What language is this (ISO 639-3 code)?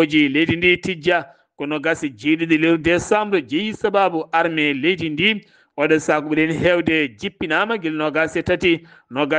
ful